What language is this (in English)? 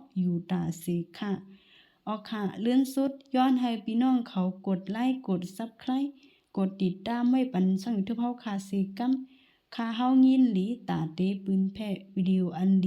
Shan